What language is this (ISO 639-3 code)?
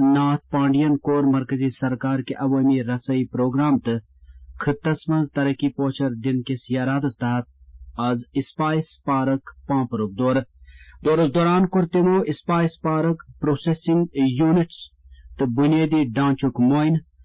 kas